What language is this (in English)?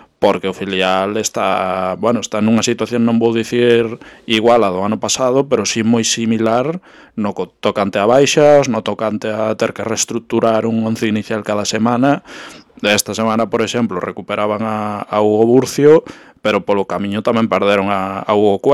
Galician